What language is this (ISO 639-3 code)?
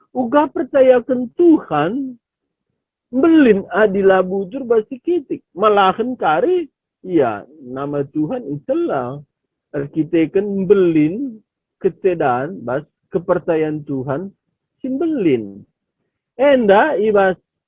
btx